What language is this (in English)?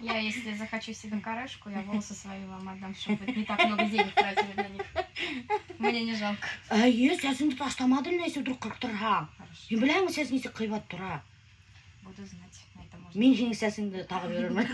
Bashkir